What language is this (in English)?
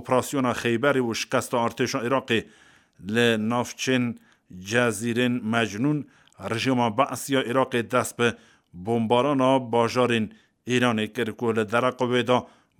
Kurdish